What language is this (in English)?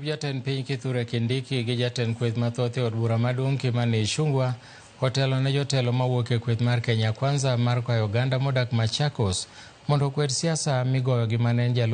Luo (Kenya and Tanzania)